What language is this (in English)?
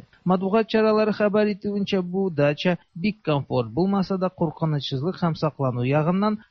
Tatar